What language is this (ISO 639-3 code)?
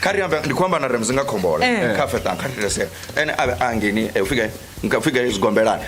ven